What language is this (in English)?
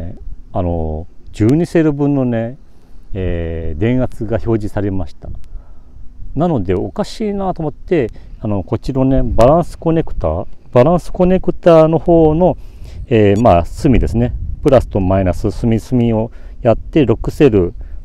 Japanese